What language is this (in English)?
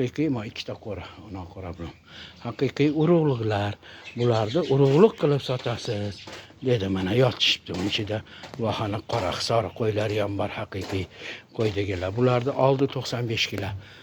Uzbek